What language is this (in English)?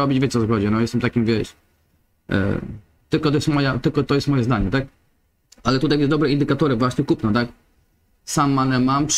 Polish